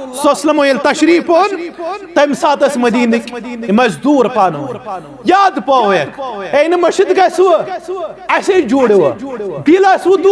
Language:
Kashmiri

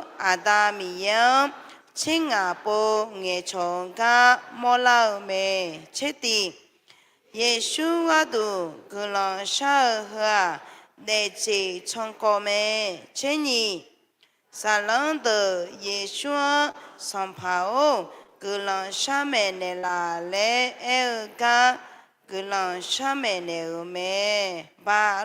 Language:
Akha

